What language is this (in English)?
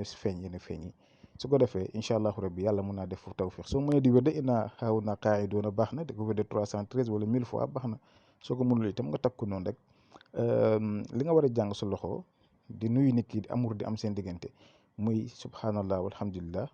Wolof